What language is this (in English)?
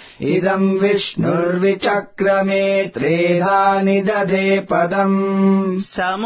Sanskrit